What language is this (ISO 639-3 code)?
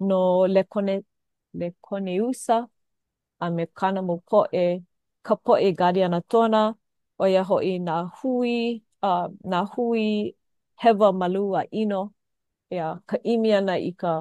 haw